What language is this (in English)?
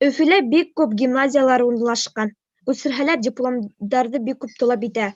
Bashkir